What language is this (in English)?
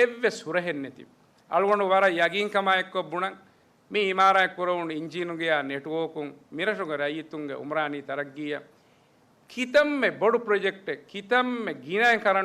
Divehi